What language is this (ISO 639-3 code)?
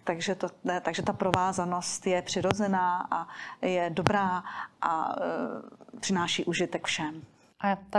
ces